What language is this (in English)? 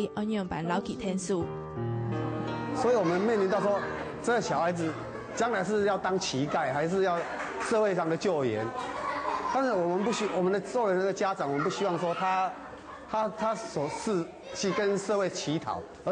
Hakka Chinese